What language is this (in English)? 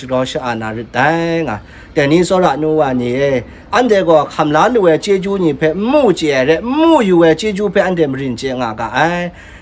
Kachin